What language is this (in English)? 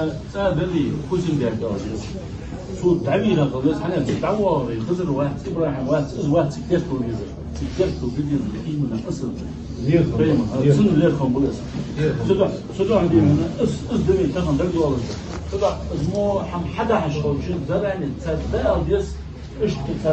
Ingush